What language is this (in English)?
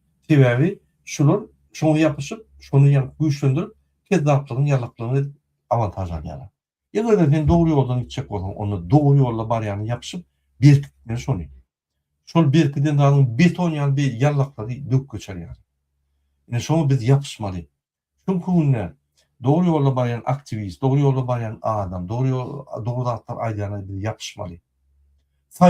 Turkmen